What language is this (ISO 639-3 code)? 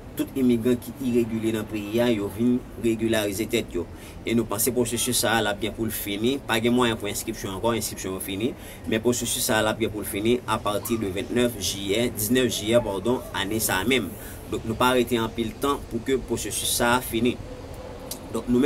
hat